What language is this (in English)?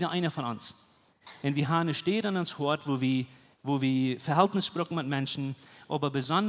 Plautdietsch